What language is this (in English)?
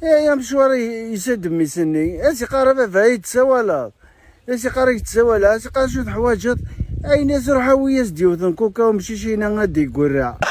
Kabyle